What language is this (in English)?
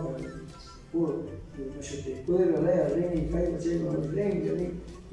Cañar Highland Quichua